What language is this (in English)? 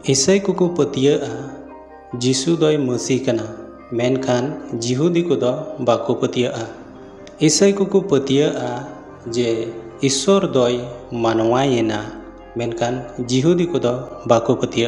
Santali